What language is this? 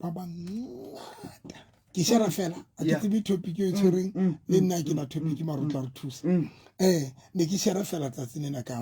Southern Sotho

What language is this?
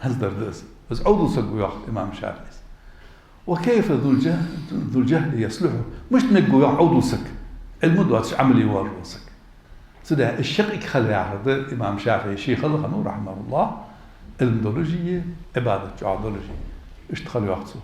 Ingush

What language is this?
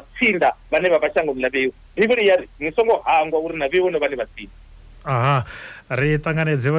Venda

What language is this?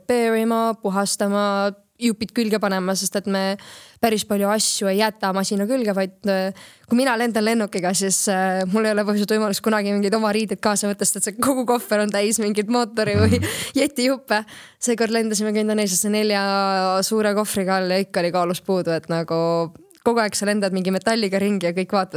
Estonian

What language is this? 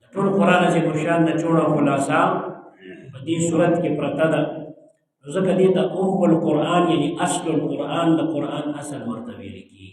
Pashto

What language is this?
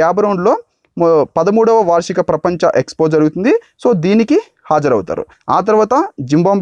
Telugu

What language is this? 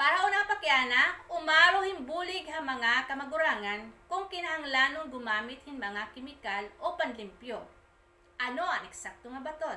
Waray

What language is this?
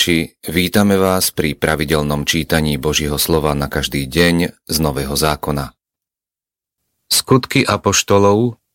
Slovak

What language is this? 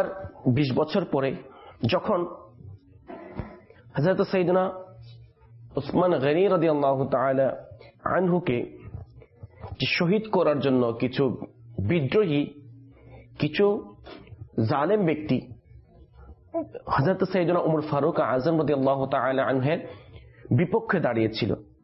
Bangla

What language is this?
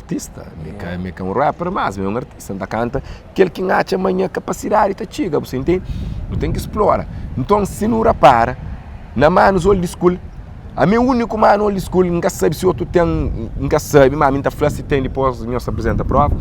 Kabuverdianu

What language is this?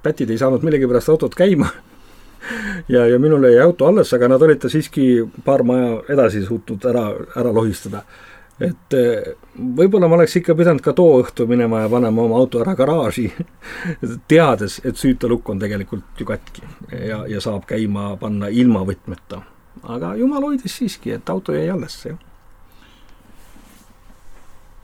Estonian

